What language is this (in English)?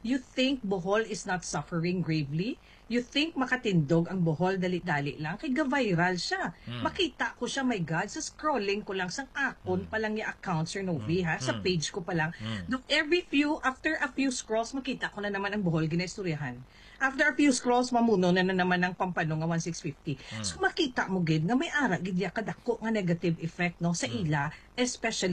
Hiligaynon